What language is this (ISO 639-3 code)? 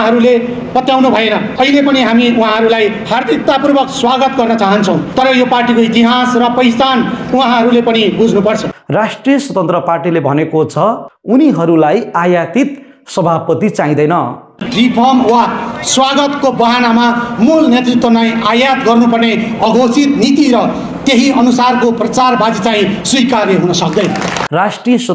nep